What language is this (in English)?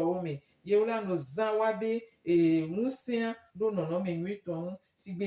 Gen